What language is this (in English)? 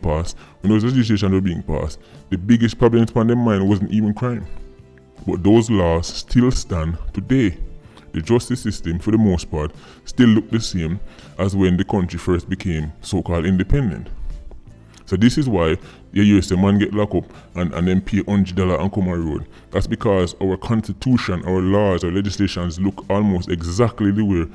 Jamaican Creole English